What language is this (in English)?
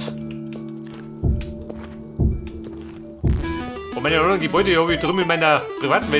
Bavarian